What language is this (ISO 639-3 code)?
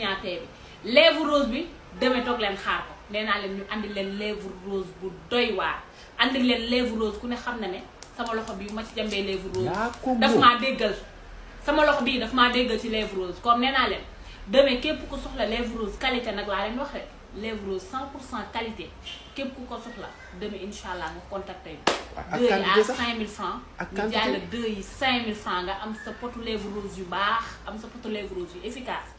wol